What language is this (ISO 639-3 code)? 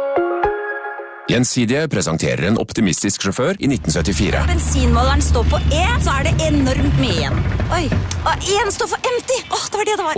nor